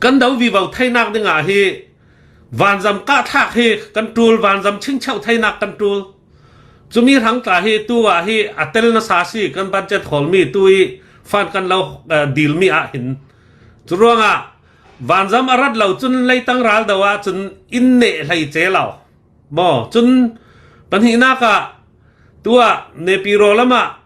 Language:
Hakha Chin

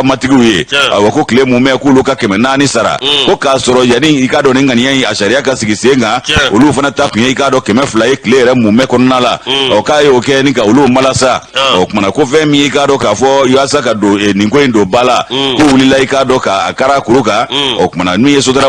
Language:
Bambara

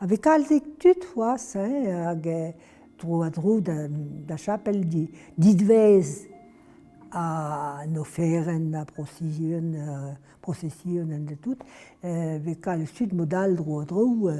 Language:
Breton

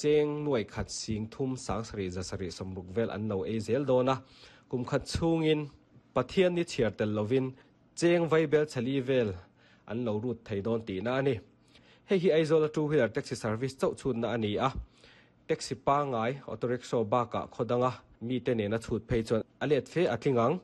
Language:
Mizo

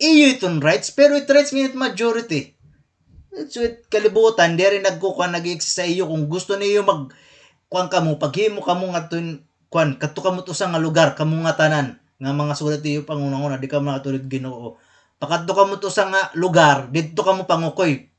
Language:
Waray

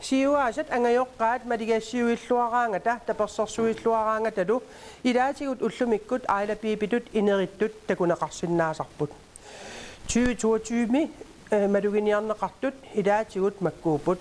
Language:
Kalaallisut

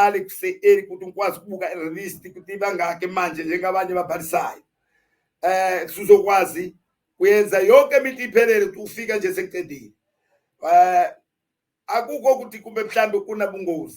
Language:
Zulu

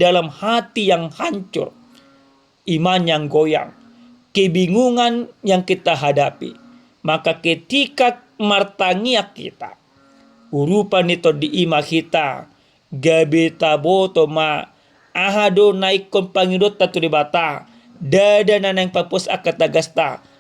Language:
Batak Toba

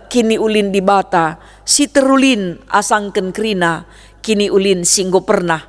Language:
Batak Karo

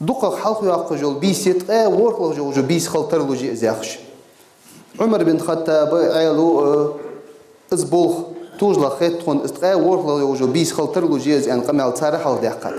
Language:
Ingush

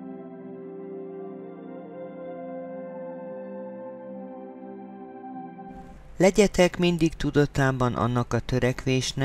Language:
Hungarian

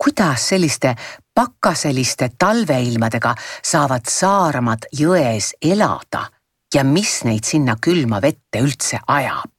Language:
Estonian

